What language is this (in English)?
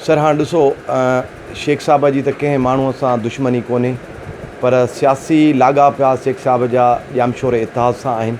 Sindhi